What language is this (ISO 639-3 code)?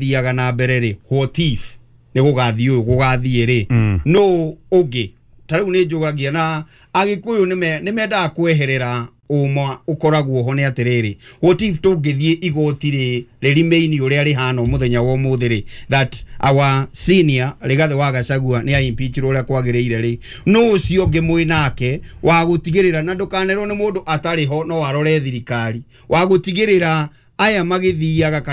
kik